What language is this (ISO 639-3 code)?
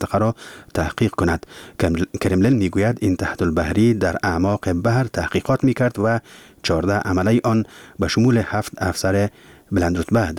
fas